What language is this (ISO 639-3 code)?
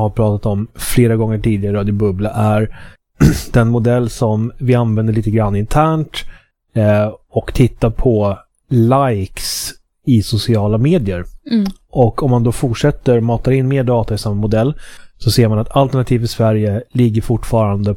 swe